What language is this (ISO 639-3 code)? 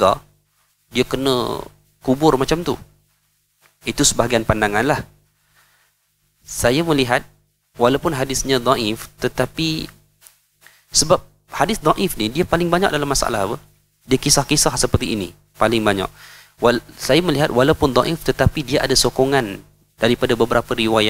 msa